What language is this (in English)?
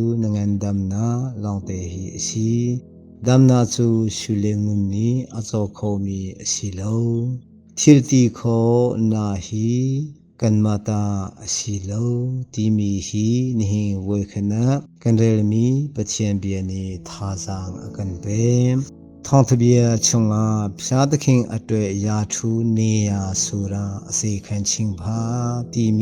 Hakha Chin